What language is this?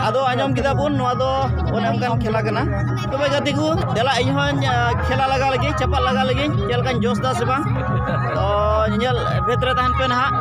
Santali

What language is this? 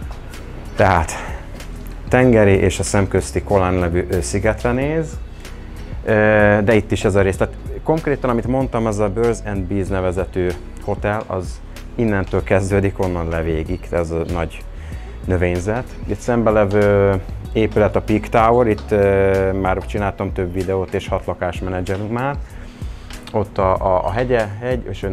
Hungarian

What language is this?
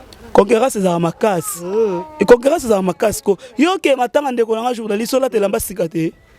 Lingala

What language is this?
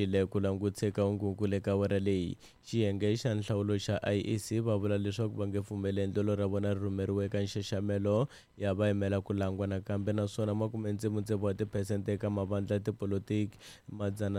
Tsonga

